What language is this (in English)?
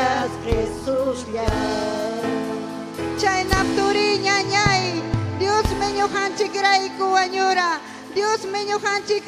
Ayacucho Quechua